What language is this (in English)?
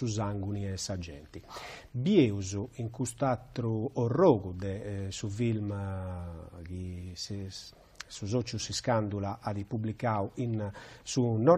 Sardinian